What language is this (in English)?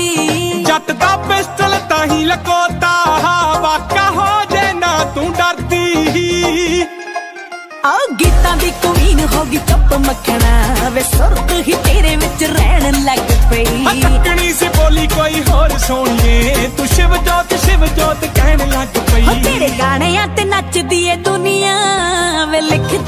Punjabi